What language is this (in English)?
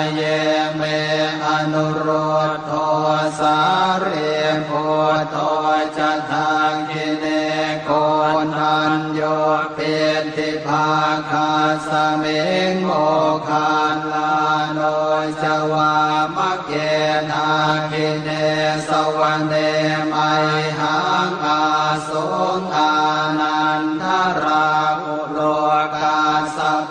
Pali